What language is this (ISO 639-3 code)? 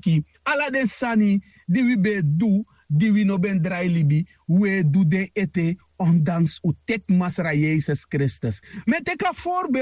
srn